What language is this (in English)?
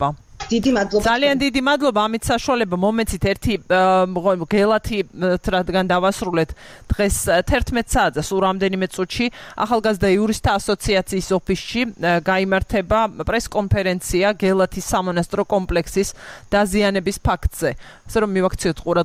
Georgian